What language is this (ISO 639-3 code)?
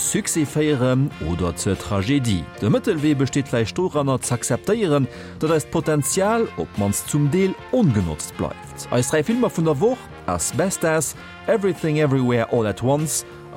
ltz